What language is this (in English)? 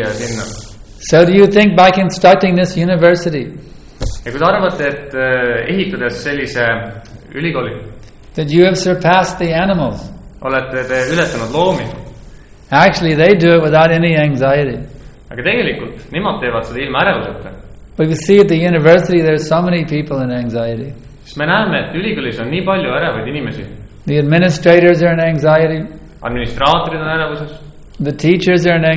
Estonian